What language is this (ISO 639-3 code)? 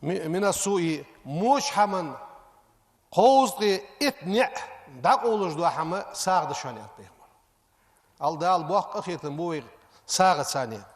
inh